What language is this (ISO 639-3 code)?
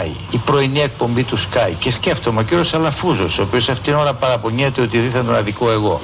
ell